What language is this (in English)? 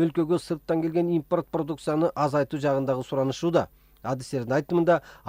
Kyrgyz